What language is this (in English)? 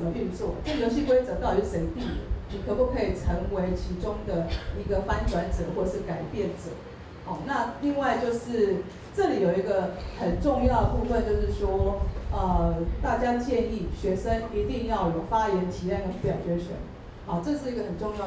Chinese